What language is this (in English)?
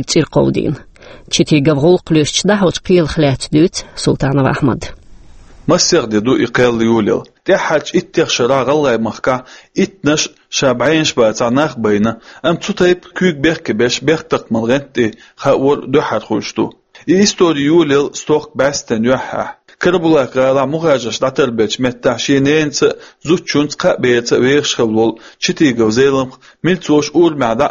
Chechen